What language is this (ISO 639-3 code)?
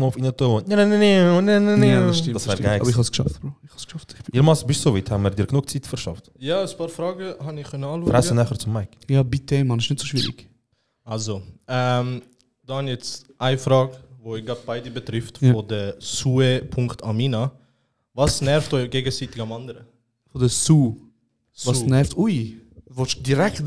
gsw